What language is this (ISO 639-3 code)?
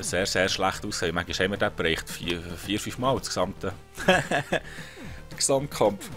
gsw